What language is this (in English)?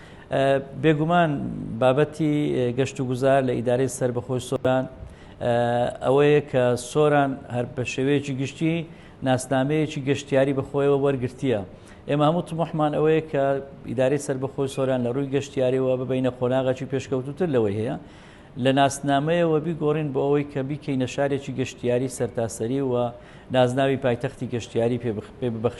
Central Kurdish